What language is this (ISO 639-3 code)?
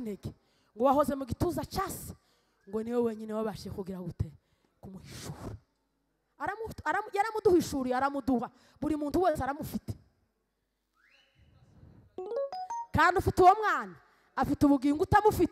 kin